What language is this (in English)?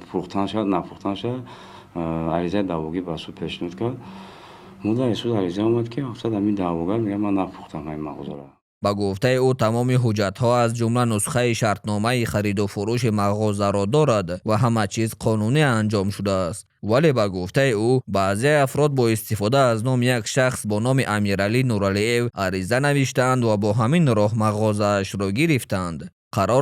Tajik